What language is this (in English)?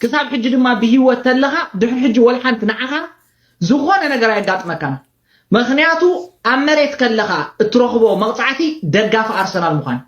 Tigrinya